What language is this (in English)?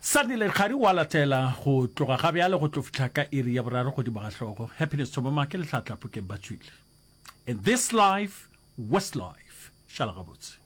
Northern Sotho